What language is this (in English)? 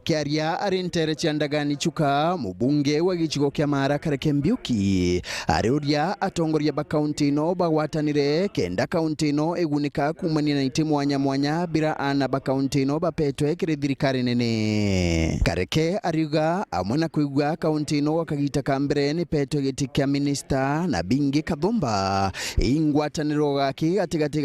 Meru